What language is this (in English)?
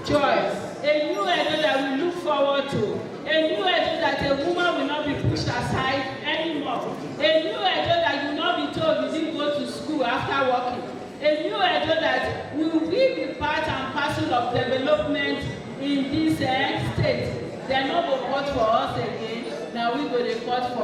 Nigerian Pidgin